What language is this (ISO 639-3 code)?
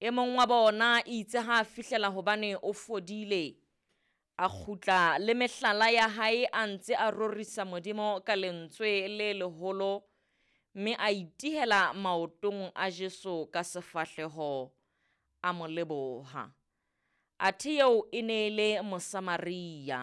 sot